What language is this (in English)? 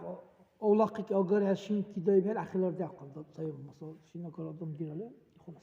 Dargwa